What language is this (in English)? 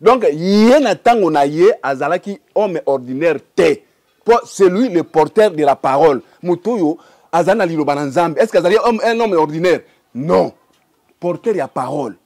Lingala